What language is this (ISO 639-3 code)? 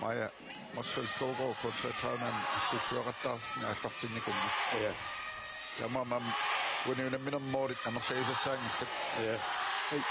kal